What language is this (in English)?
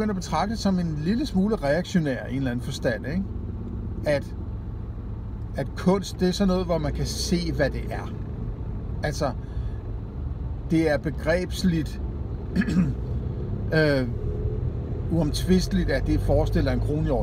Danish